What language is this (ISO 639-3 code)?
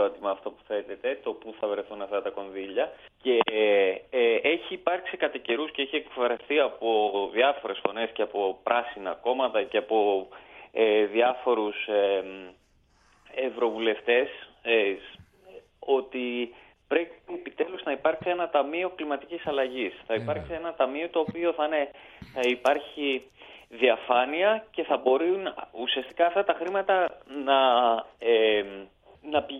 ell